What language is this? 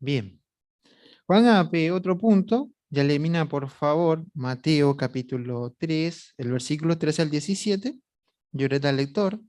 Guarani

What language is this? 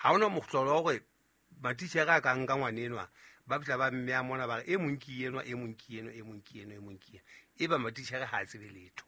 Southern Sotho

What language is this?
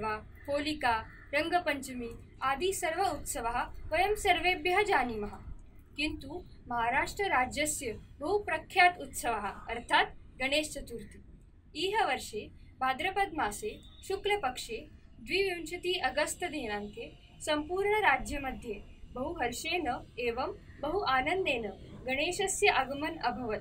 Sanskrit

